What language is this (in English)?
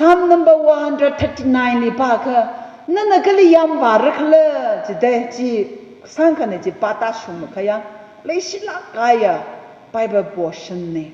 Tangkhul Naga (India)